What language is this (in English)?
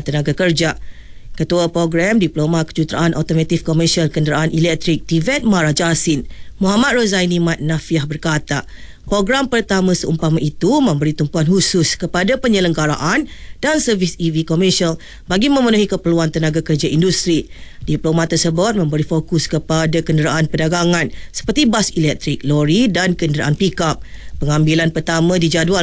Malay